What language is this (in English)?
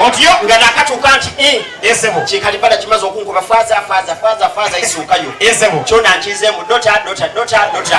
Soga